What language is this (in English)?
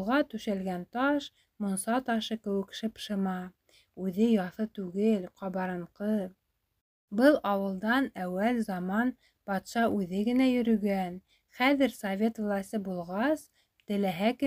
Bashkir